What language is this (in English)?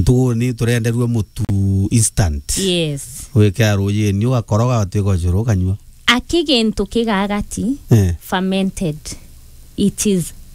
Meru